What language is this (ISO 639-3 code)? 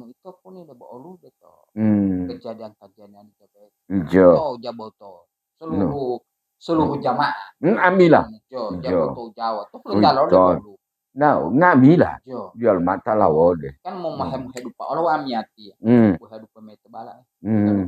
gor